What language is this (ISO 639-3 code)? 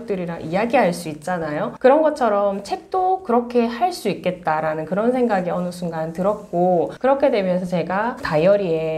kor